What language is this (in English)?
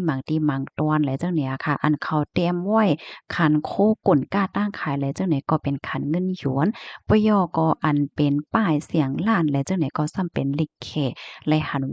Shan